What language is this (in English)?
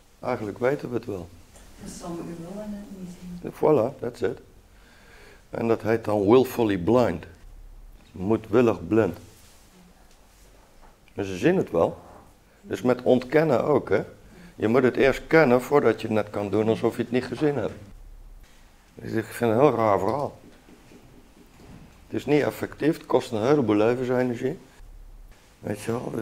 Dutch